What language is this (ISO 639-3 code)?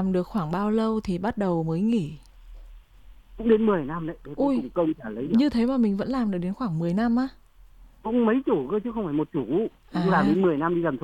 vie